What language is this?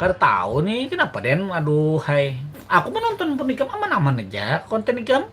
Banjar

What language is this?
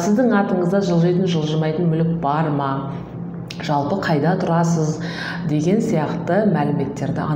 Kazakh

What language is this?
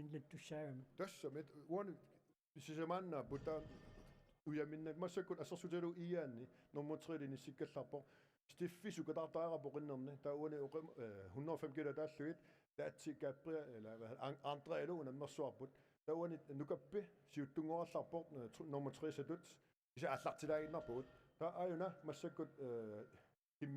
Kalaallisut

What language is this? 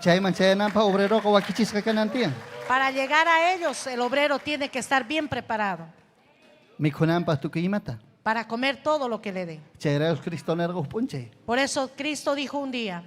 Ayacucho Quechua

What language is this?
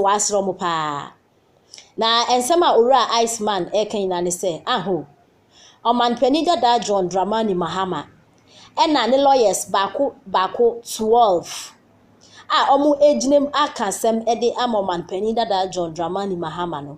Akan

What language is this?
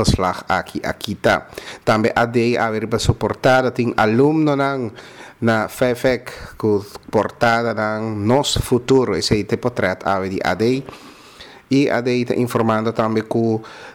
Papiamento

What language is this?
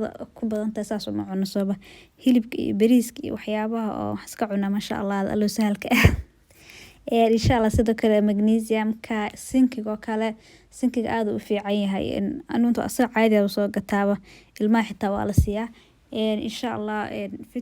Somali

